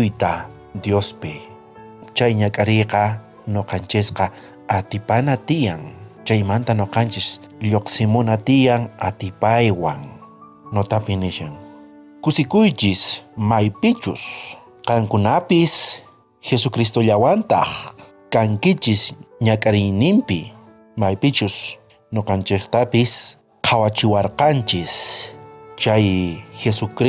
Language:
South Bolivian Quechua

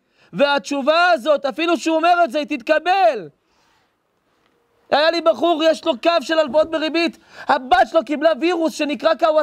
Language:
Hebrew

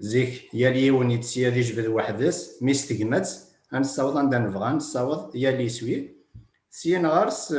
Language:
Kabyle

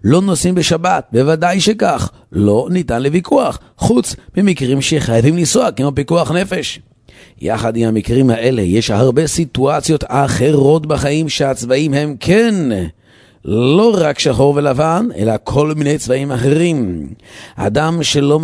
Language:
Hebrew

